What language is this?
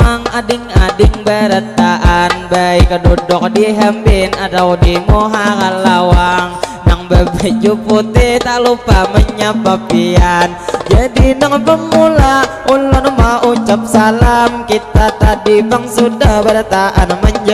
Banjar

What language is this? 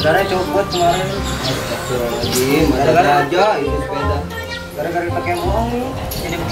Betawi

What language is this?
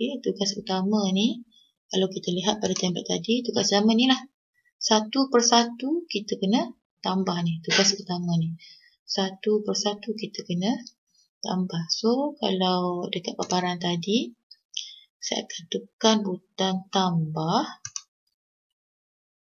Malay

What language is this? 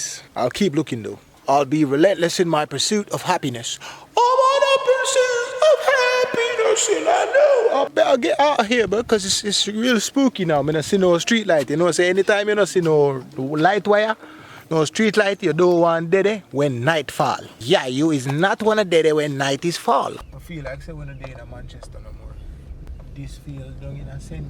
Jamaican Creole English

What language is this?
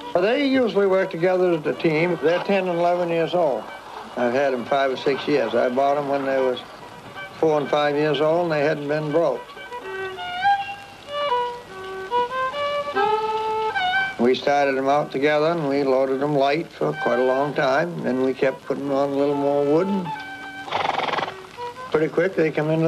English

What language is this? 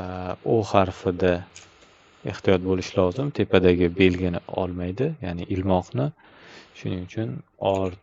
Uzbek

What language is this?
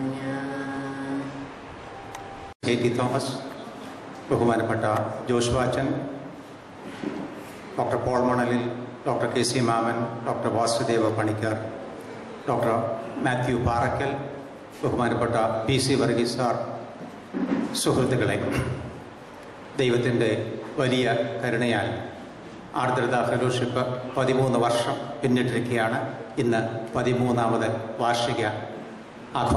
Malayalam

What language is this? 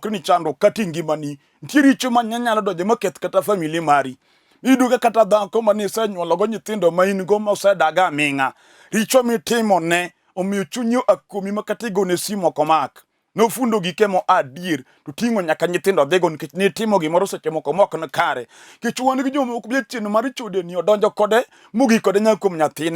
Luo (Kenya and Tanzania)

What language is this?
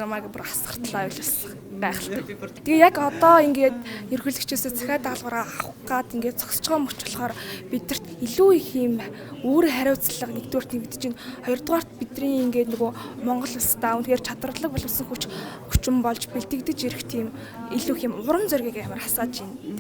Mongolian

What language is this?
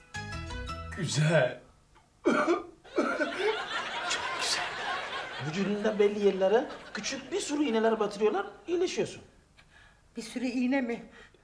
Turkish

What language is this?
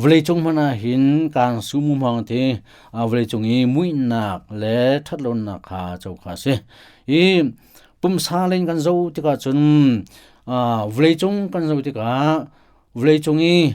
Hakha Chin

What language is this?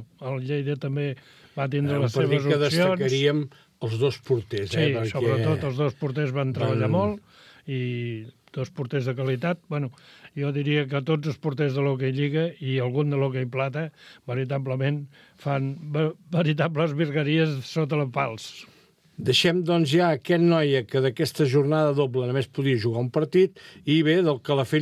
Catalan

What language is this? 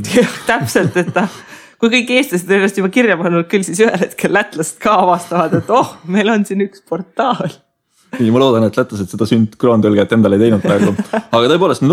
Estonian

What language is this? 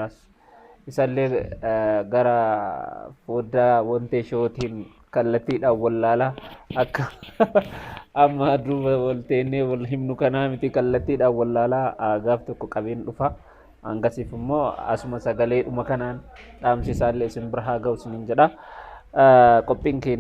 Oromo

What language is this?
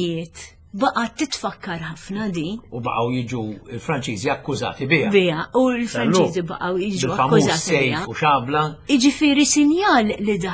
Maltese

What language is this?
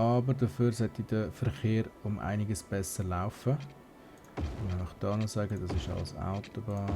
Swiss German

